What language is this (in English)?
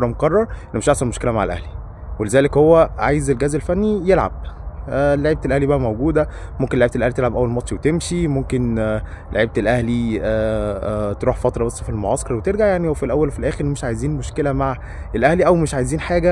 Egyptian Arabic